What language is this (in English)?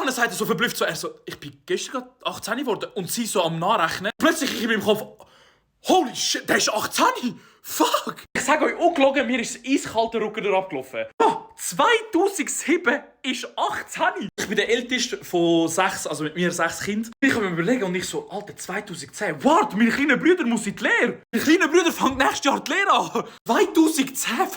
Swiss German